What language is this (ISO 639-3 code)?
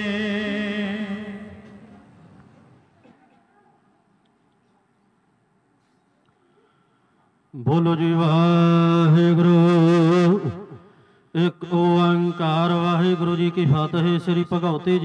pan